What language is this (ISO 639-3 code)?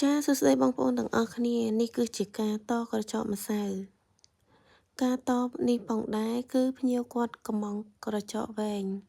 khm